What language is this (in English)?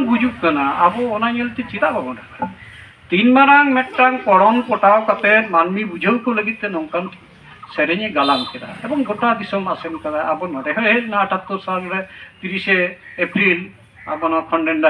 Santali